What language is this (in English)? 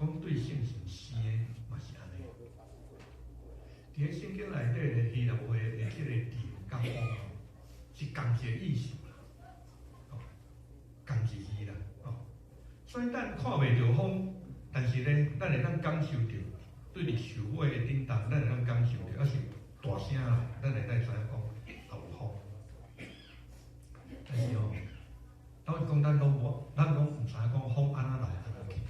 Min Nan Chinese